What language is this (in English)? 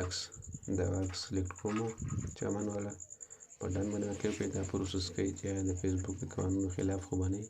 Pashto